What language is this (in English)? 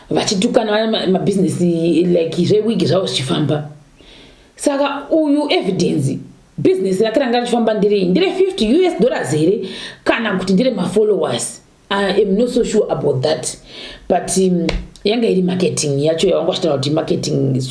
Shona